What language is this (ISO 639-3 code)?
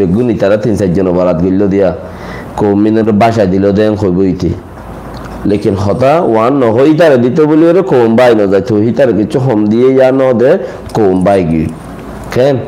rhg